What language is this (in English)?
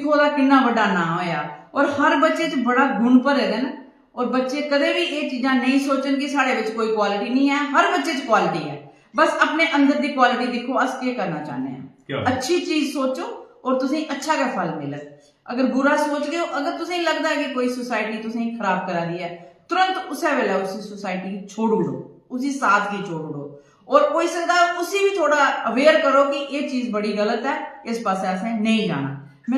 Dogri